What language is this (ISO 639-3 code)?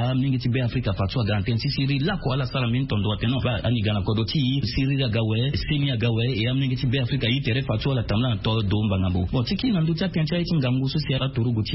sag